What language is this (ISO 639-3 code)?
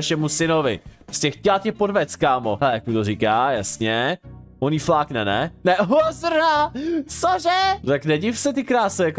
ces